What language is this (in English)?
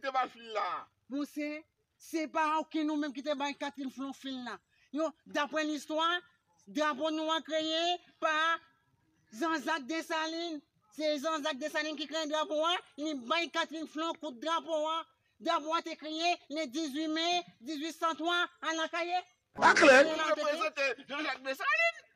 Haitian Creole